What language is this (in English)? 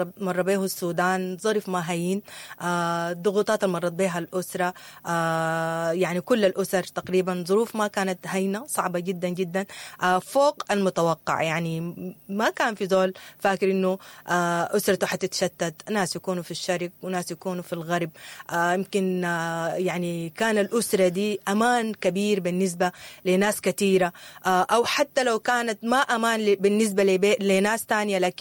Sudanese Arabic